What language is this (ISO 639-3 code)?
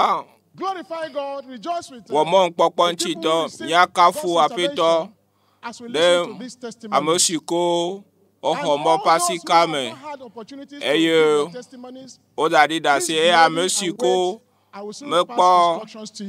ewe